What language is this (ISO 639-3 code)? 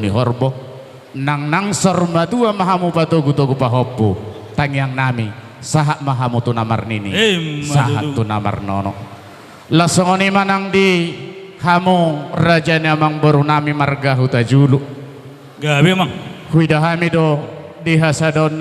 bbc